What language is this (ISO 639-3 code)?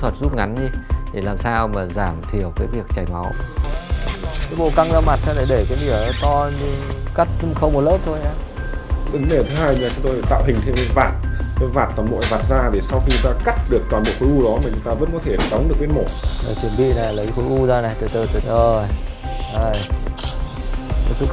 vie